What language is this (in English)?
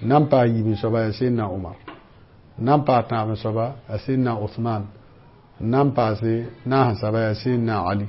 Mossi